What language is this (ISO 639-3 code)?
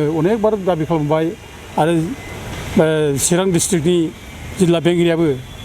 brx